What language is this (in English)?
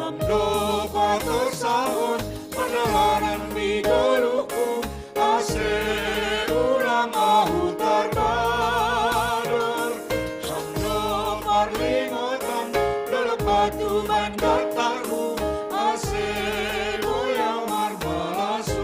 Batak Simalungun